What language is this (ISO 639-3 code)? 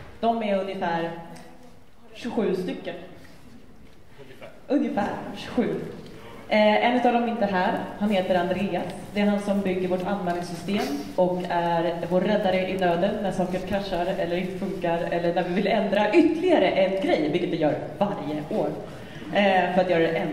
swe